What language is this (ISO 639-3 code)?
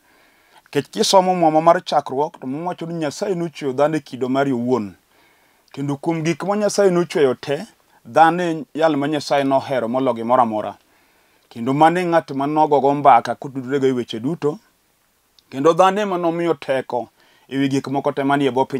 luo